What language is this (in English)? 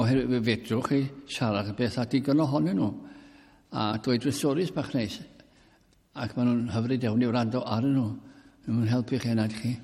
Welsh